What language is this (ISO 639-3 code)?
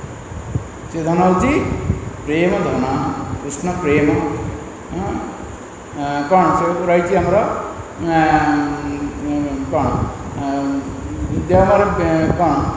ori